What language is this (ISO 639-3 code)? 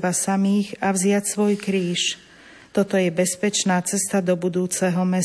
slk